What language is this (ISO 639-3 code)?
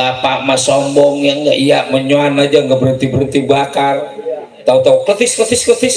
bew